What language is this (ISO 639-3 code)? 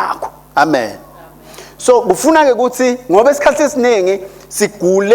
ssw